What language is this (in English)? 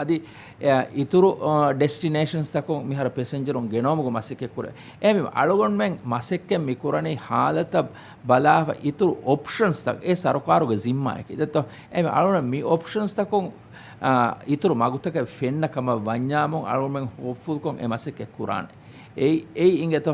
Divehi